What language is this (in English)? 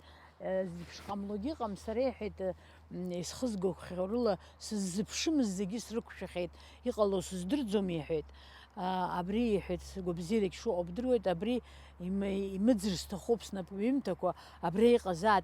Abkhazian